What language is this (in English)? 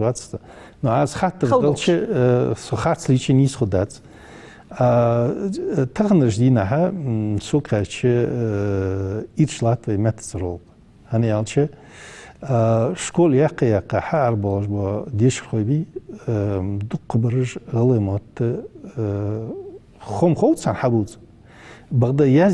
Ingush